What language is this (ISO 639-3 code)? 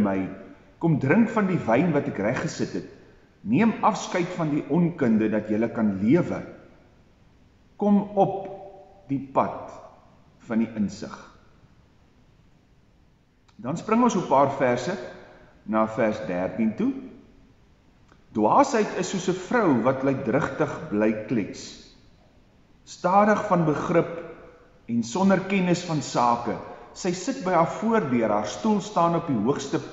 afr